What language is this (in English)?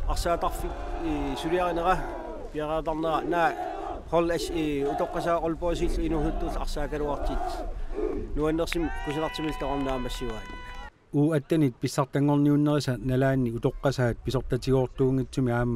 Kalaallisut